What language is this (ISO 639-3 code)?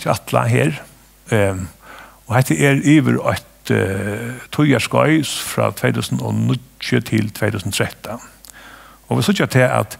fao